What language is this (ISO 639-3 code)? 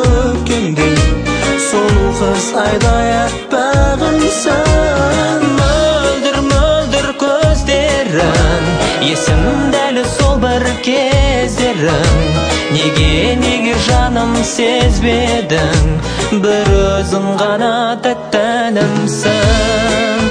kaz